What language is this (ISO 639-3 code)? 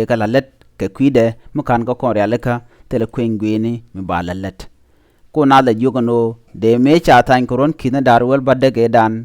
nus